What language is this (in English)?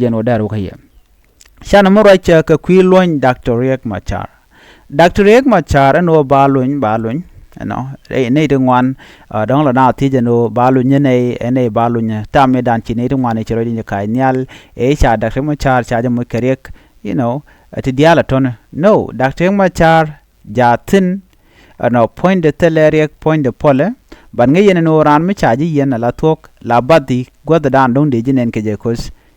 Nuer